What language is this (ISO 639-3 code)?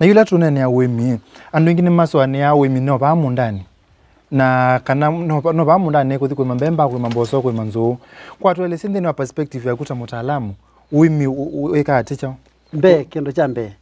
kam